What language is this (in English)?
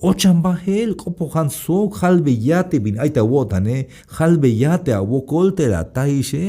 Tzeltal